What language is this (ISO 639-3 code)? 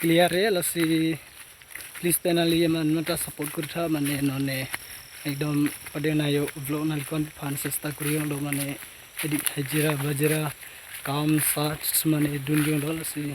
mjw